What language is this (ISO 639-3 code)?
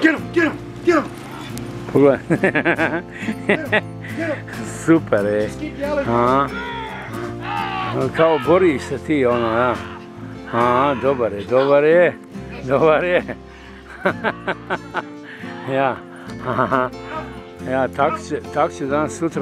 hrv